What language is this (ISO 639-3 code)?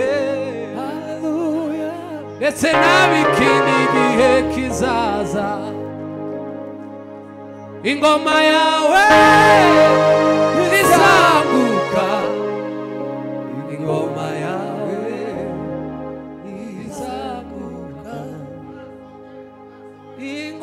kin